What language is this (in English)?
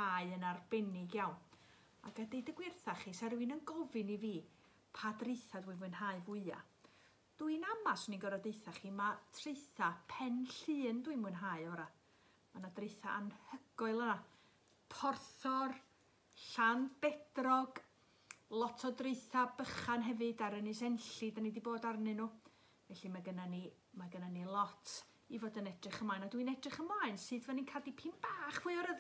Welsh